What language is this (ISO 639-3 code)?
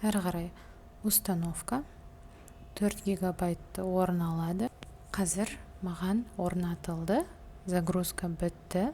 kaz